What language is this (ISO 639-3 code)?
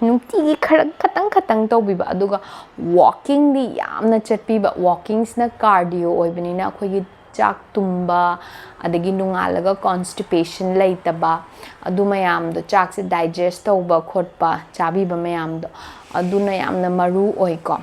mni